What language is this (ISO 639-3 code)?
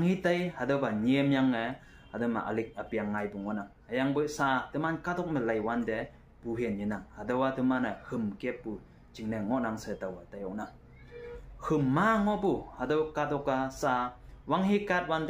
nbe